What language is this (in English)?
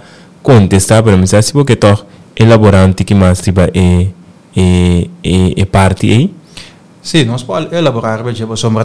Papiamento